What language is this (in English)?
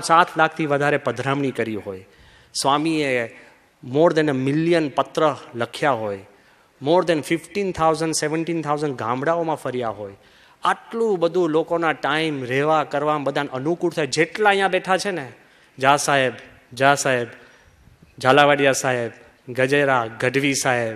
Gujarati